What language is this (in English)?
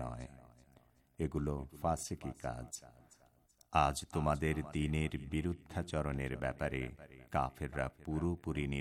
Bangla